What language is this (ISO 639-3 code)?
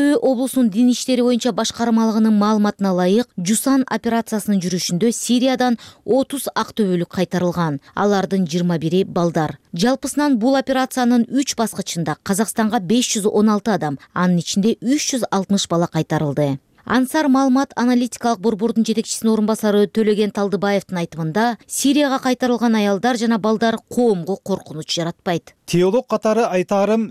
kir